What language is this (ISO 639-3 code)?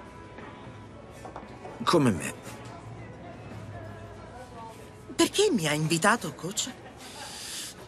ita